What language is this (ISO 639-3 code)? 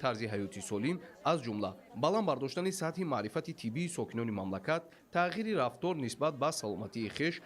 tgk